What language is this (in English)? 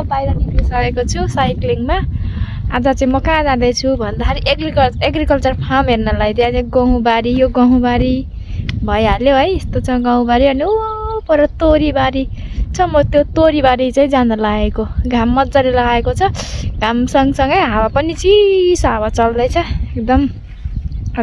Nepali